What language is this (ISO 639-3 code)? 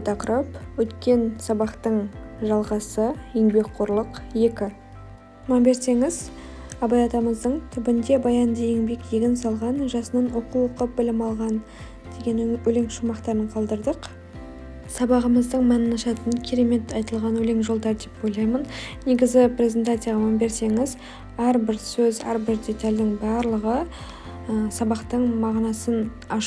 kaz